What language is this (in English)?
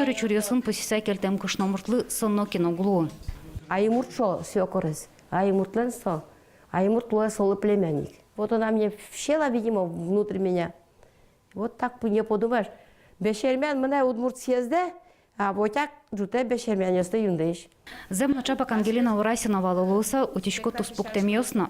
Udmurt